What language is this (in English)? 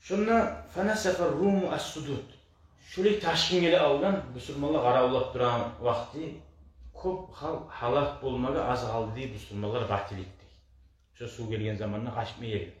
Kumyk